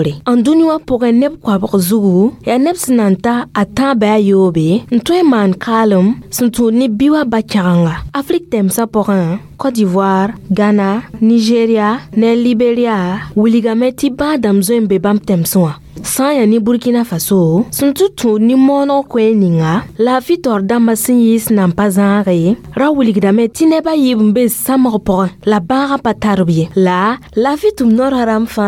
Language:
Mossi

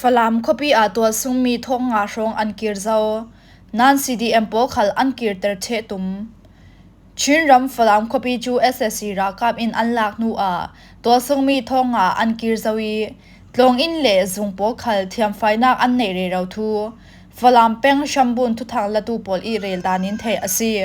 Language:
Falam Chin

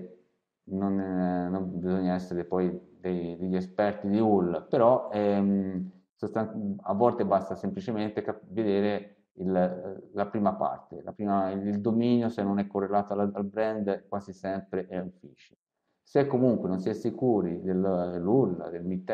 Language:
Italian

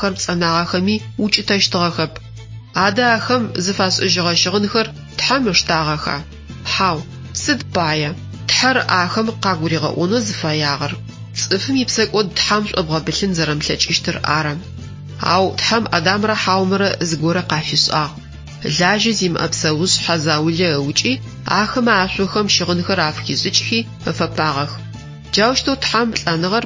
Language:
Adyghe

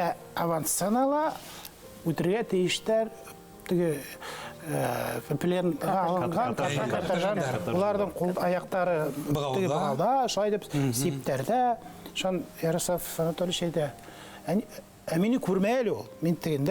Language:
Bashkir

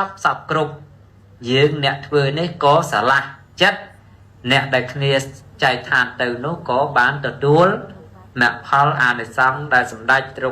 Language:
Khmer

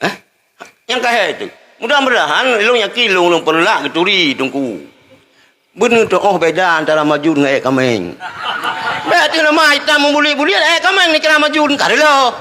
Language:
Achinese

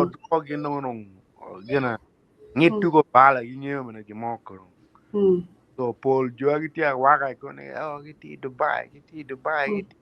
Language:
Acoli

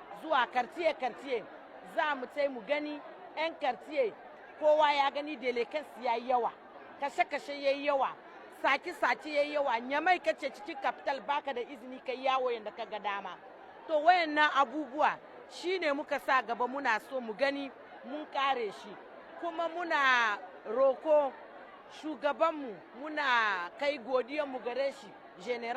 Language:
Hausa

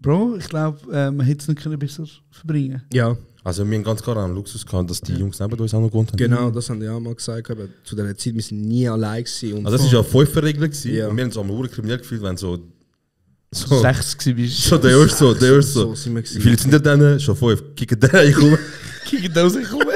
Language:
Swiss German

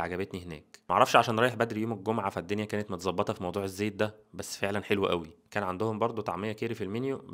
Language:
Egyptian Arabic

